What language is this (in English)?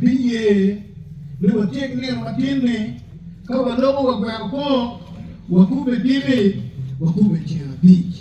Acoli